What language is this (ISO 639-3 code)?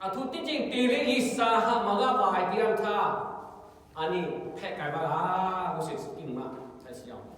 lhu